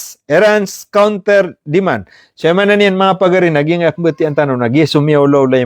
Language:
Maranao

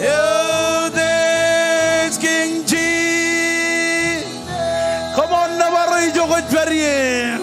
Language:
Marshallese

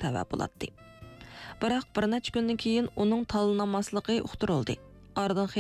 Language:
Uyghur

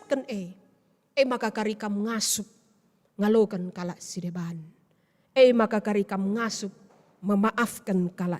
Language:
Batak Karo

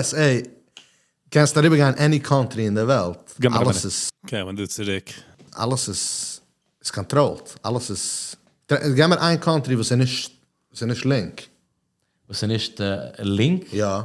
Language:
Yiddish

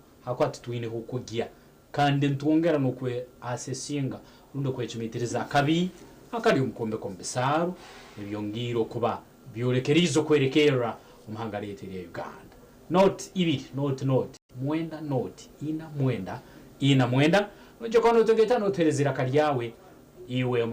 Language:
Nyankole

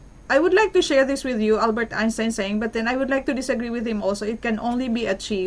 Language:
Filipino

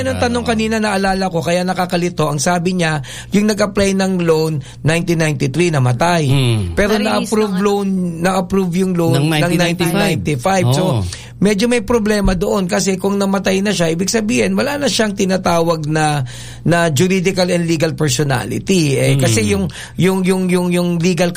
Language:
Filipino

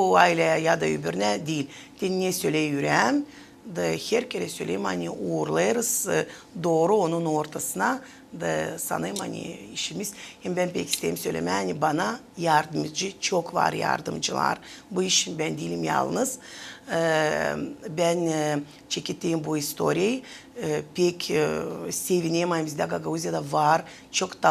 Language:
Gagauz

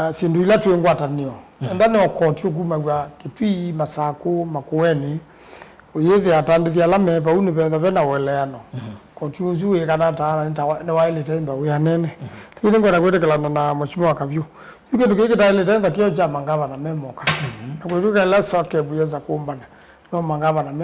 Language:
Kamba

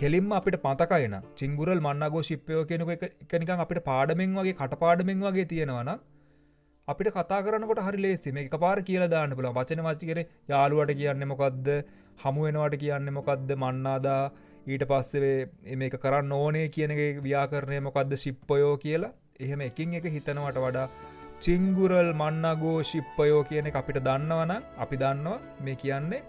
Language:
Sinhala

